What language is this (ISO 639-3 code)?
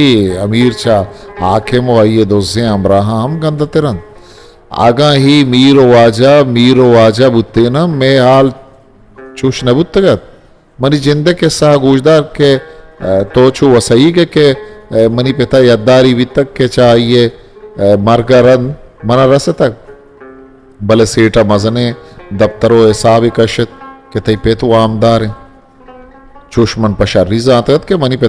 bgp